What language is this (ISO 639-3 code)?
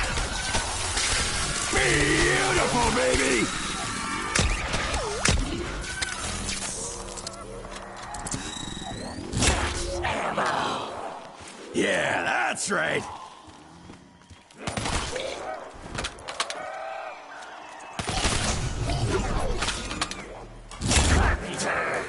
eng